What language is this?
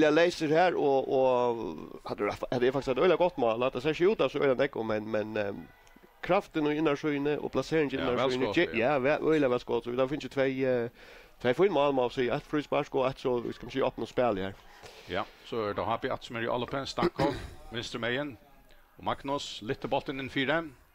Faroese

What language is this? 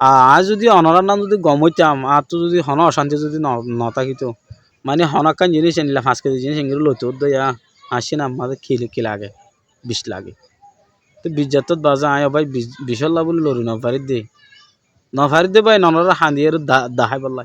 Rohingya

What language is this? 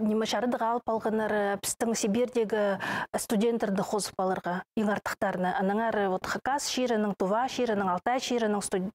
Khakas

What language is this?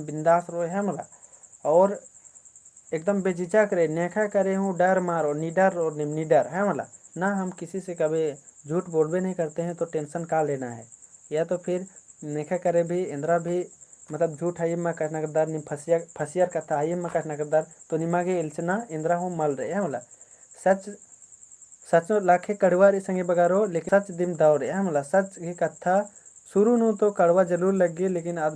Kurukh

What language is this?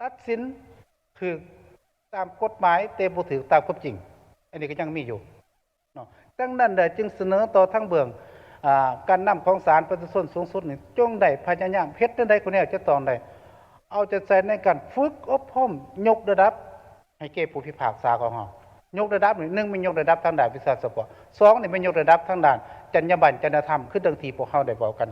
Lao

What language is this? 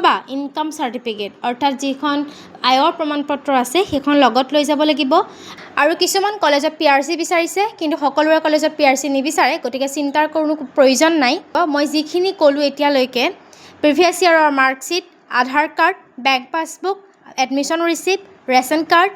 Assamese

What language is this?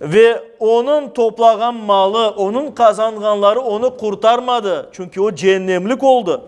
Crimean Tatar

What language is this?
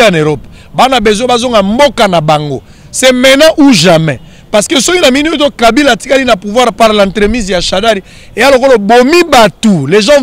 Lingala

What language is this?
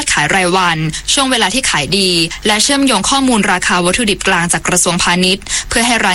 Thai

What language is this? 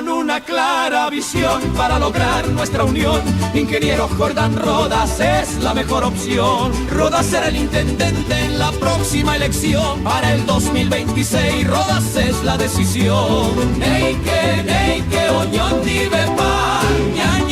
Guarani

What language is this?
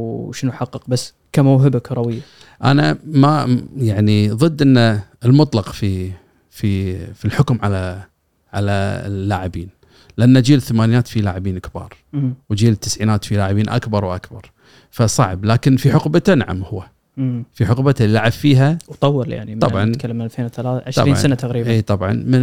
Gulf Arabic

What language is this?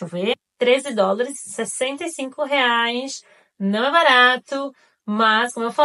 Portuguese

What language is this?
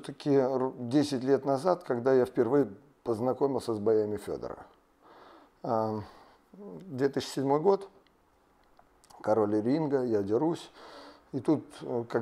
Russian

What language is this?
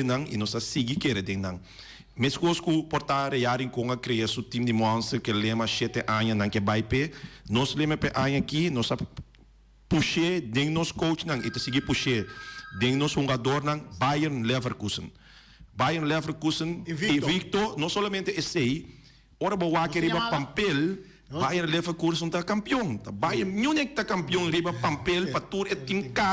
Papiamento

